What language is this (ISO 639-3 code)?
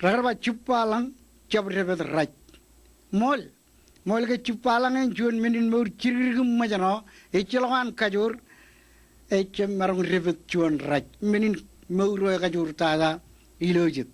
mah